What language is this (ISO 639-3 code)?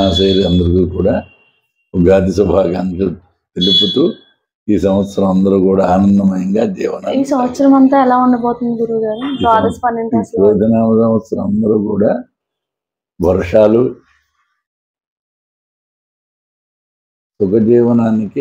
tel